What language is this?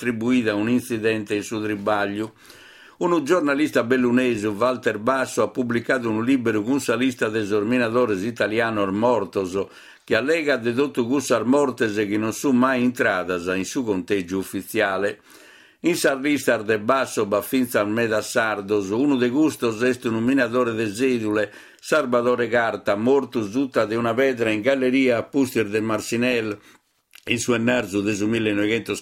Sardinian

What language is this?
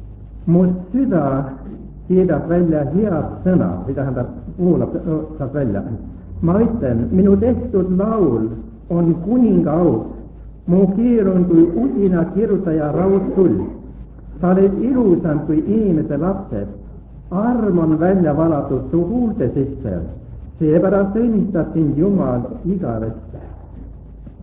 Estonian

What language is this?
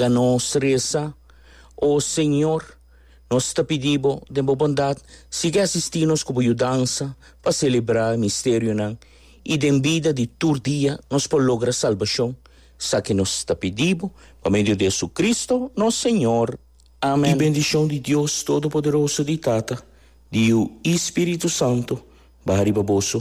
Papiamento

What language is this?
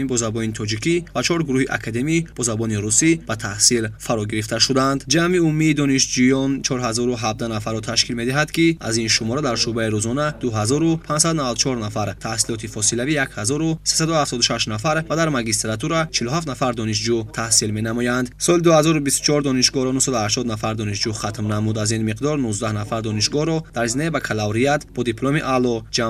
Tajik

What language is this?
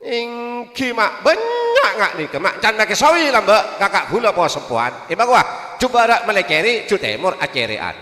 Madurese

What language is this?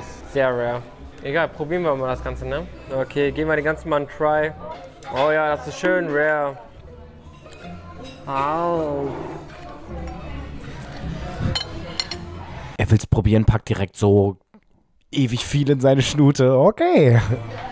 German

